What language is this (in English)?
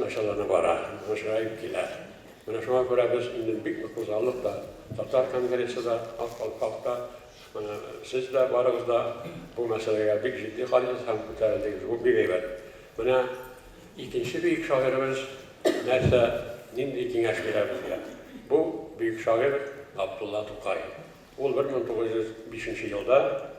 Tatar